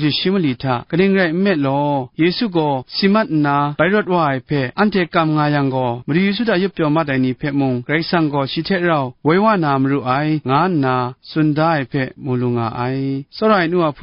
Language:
Kachin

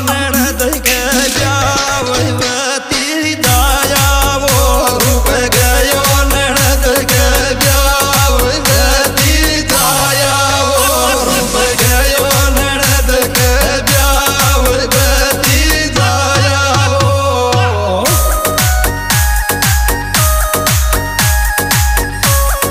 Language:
Rajasthani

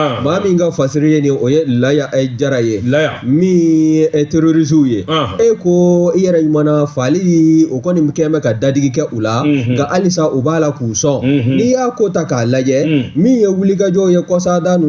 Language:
Bambara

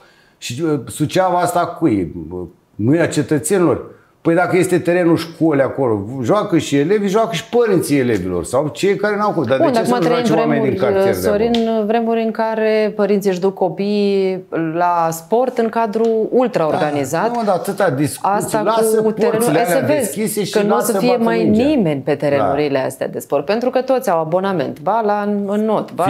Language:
Romanian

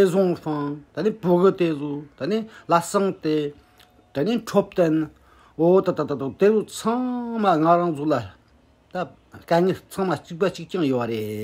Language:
Tibetan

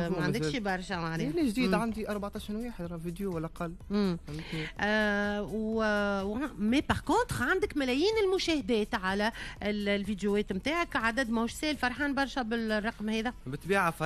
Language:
Tunisian Arabic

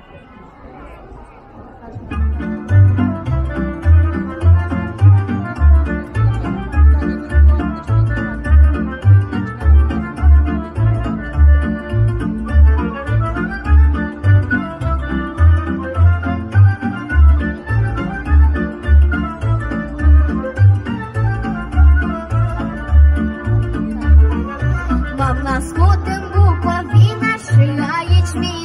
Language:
Romanian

